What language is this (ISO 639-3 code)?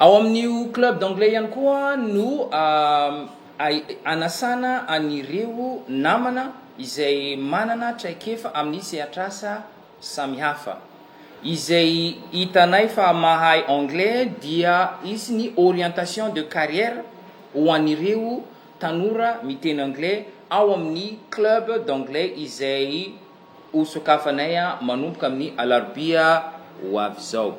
mlg